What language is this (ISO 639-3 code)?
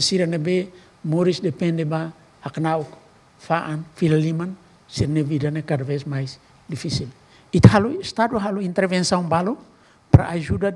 tet